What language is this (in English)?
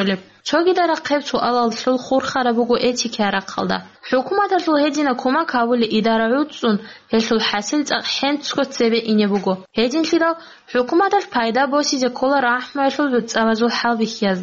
Avaric